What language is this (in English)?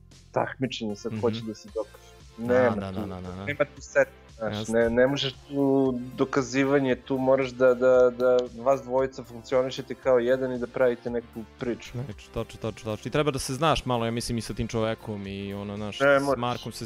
Serbian